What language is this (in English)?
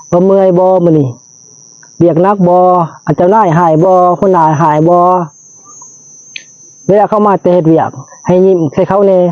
Lao